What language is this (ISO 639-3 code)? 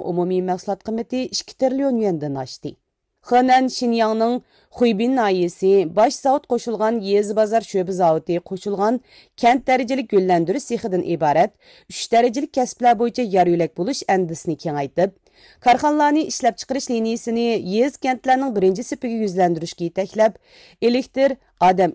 uig